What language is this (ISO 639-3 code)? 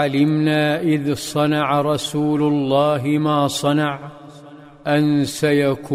ara